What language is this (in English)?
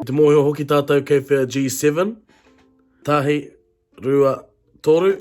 Māori